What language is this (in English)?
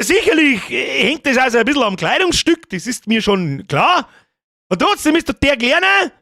Bavarian